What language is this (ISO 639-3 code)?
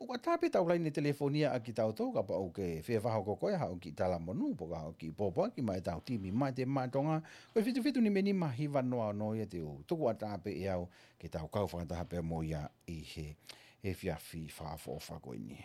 ton